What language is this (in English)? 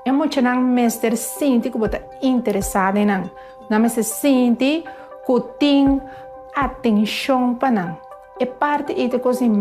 Papiamento